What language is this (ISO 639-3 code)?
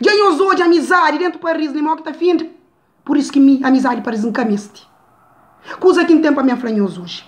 kea